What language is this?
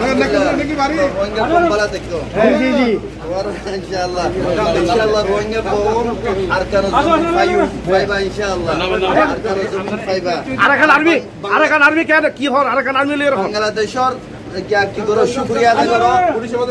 Rohingya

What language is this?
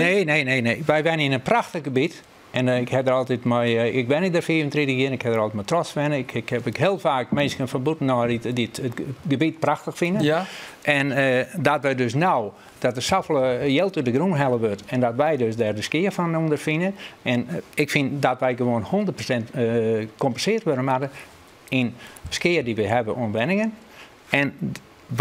Western Frisian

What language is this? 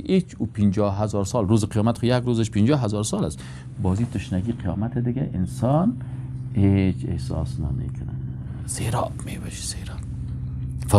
Persian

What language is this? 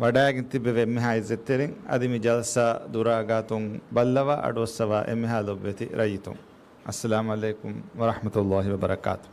Divehi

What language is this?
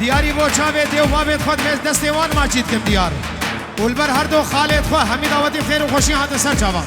Kurdish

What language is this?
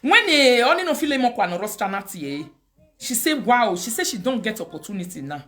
Nigerian Pidgin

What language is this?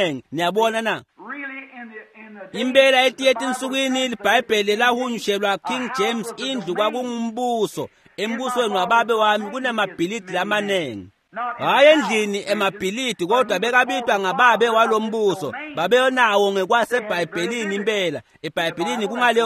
Swati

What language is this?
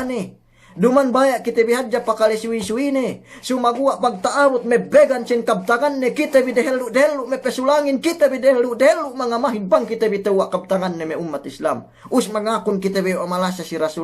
Yakan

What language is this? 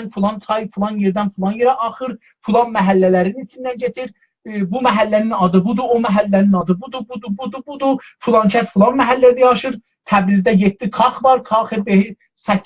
South Azerbaijani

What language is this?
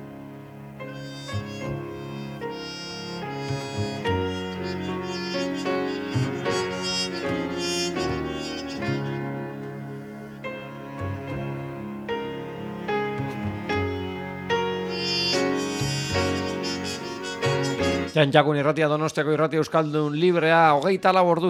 Basque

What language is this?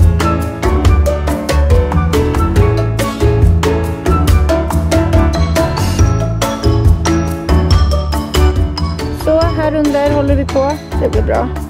Swedish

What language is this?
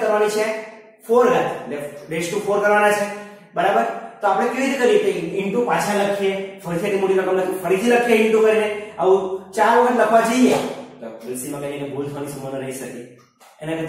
Gujarati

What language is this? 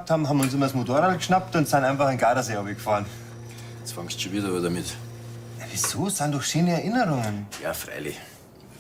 Bavarian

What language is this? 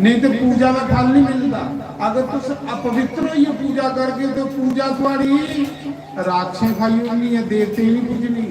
Dogri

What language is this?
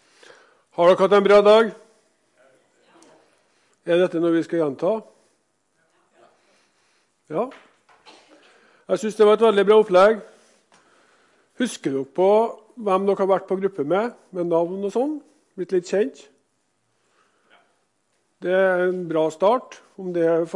Norwegian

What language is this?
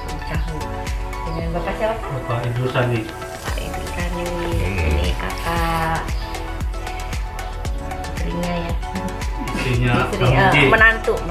Indonesian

